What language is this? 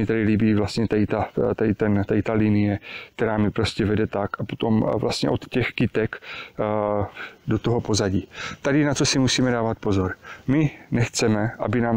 Czech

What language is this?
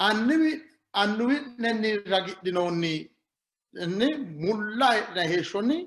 Sidamo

